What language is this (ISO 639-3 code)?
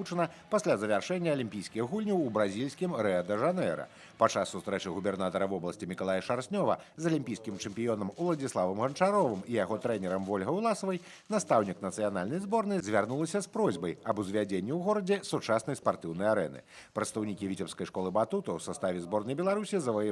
bel